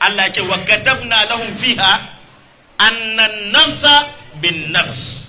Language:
Hausa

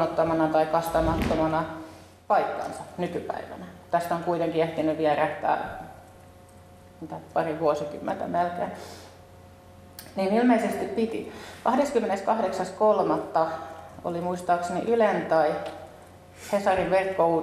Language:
Finnish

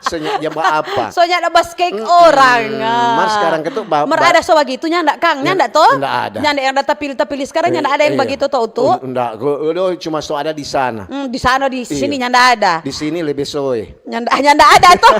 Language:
Manado Malay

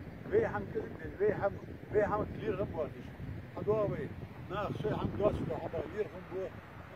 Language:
Ingush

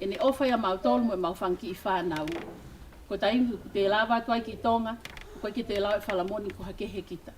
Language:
Tongan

